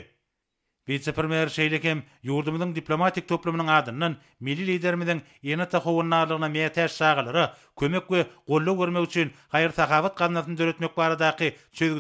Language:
Turkmen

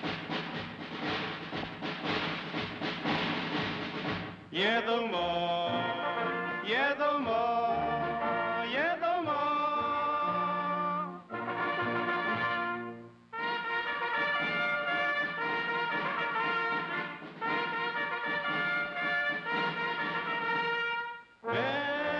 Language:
Burmese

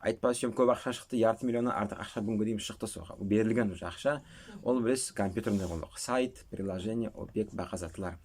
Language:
Nogai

